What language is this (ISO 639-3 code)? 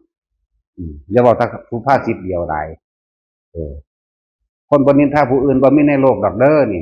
tts